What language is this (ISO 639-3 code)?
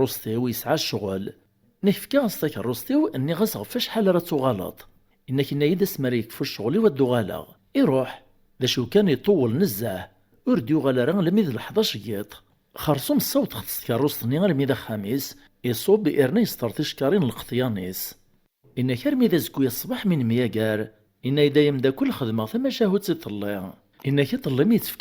kab